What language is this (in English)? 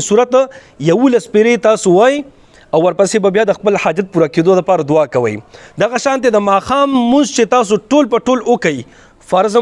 Pashto